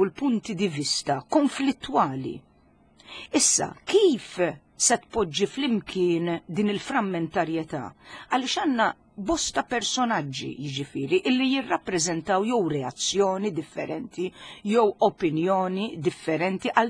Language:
Maltese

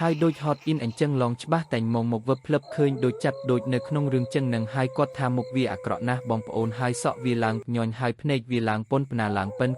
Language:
Khmer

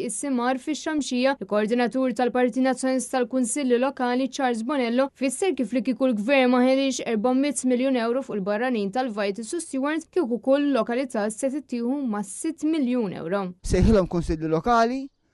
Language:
Maltese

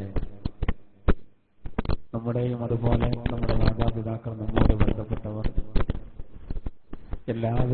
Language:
Malayalam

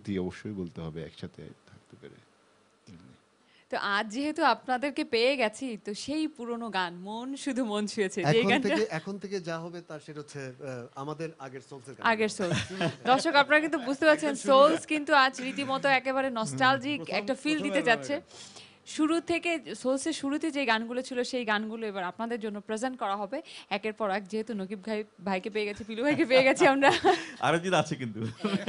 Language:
Bangla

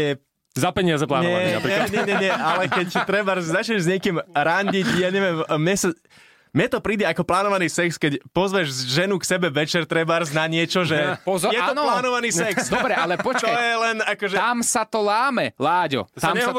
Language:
Slovak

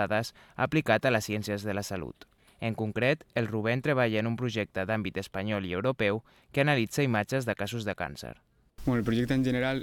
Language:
Catalan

